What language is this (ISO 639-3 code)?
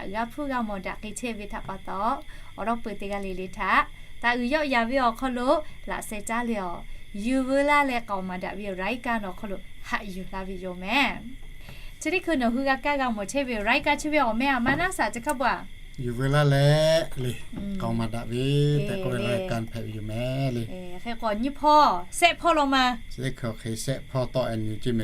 lhu